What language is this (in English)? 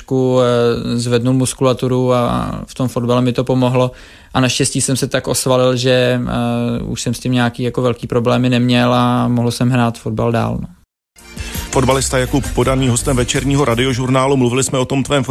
Czech